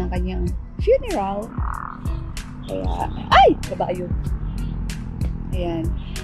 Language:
Filipino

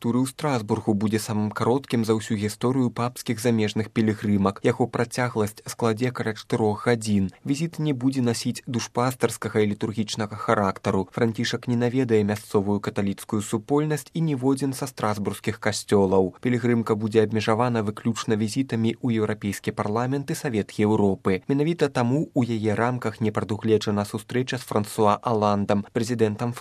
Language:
Belarusian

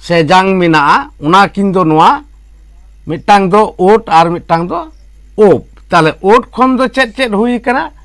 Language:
Santali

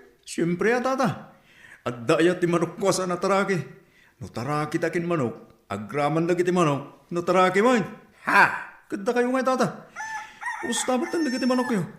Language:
Iloko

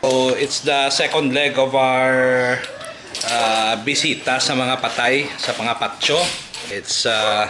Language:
Hiligaynon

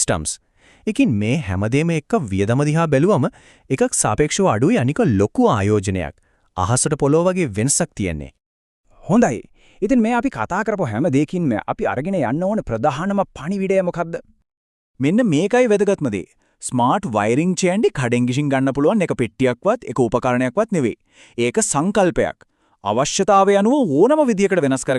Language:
Sinhala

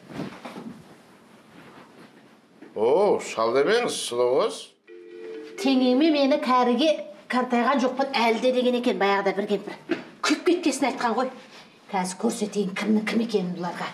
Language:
Kazakh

